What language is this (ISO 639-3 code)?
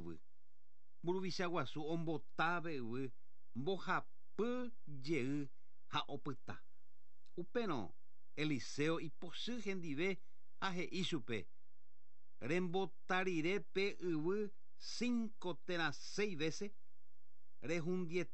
grn